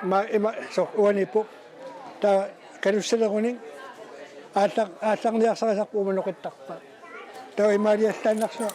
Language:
Kalaallisut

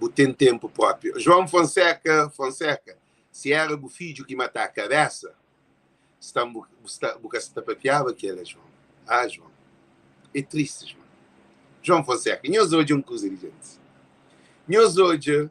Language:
Kabuverdianu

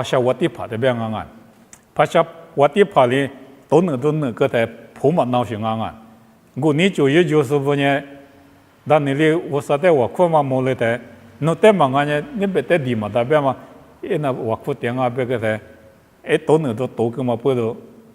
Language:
Lisu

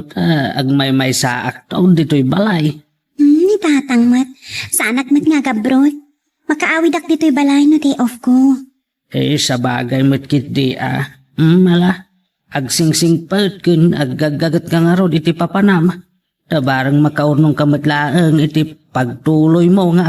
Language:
Iloko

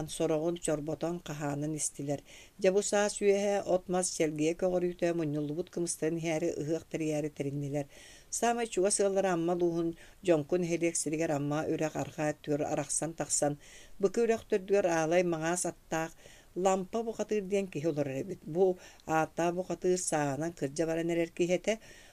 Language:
Yakut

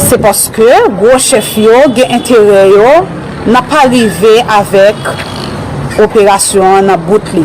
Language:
Haitian Creole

